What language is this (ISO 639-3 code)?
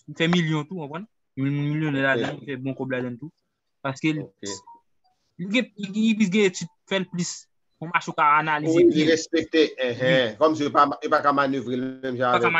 hat